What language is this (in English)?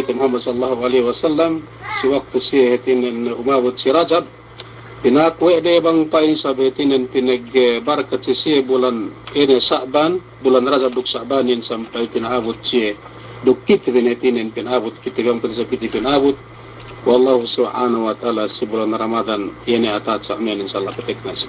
Yakan